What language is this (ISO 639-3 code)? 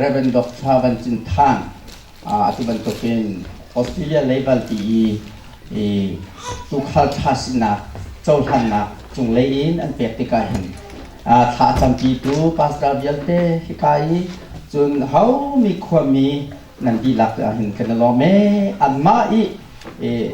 cnh